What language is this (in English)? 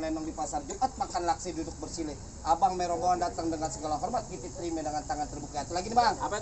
Betawi